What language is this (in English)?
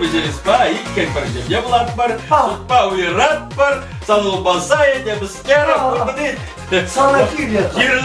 Chuvash